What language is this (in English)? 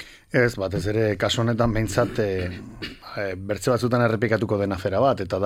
Basque